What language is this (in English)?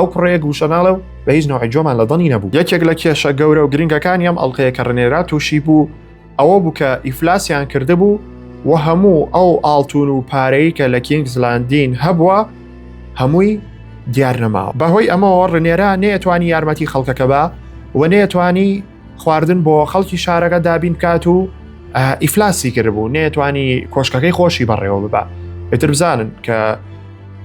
Central Kurdish